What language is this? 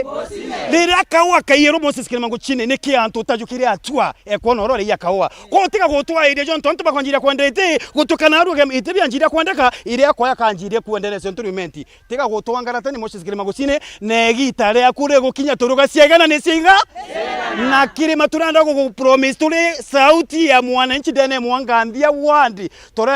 Meru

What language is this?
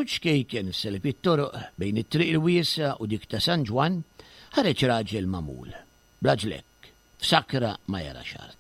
Maltese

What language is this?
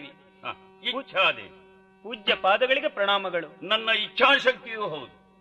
Kannada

